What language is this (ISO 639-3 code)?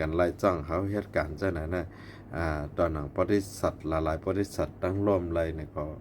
shn